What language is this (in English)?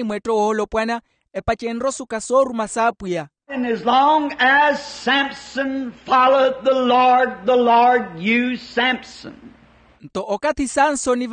Makhuwa